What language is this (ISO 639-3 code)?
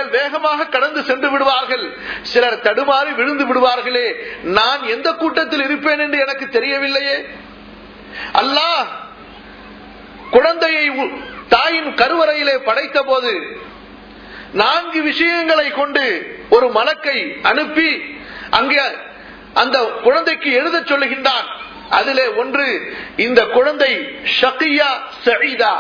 tam